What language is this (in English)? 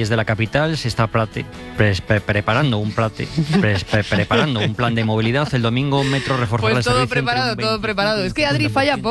Spanish